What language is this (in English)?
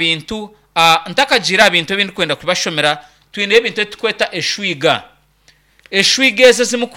Nyankole